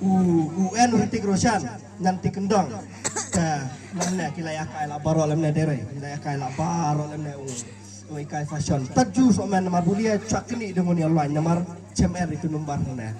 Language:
Khasi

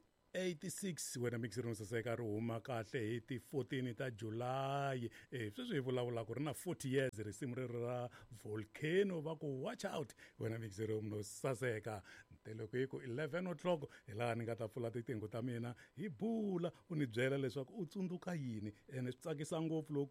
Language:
Tsonga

